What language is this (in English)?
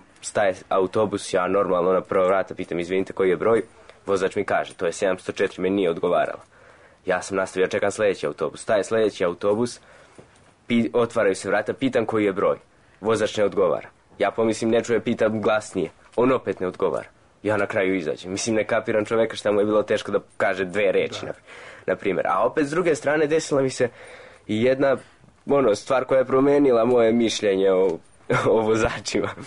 Serbian